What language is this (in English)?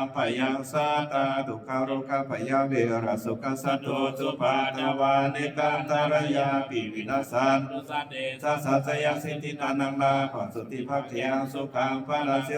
Pali